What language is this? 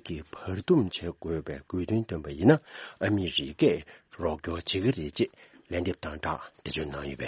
Tibetan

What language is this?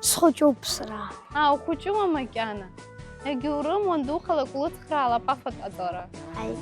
Abkhazian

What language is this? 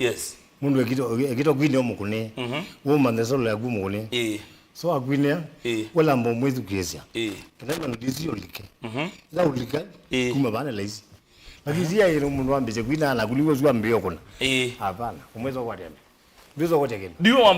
Kamba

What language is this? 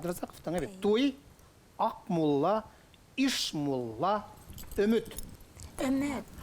Bashkir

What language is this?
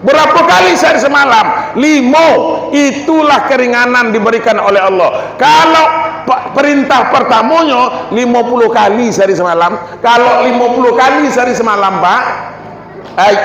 Minangkabau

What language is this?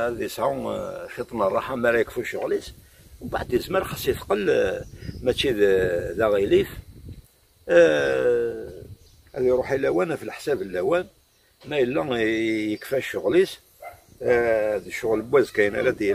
Kabyle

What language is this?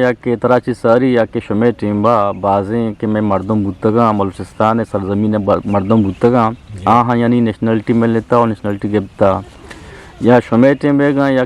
Eastern Balochi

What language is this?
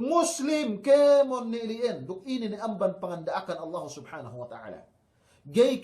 Yakan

